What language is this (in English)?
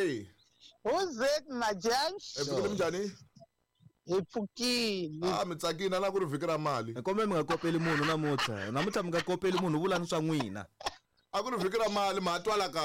Tsonga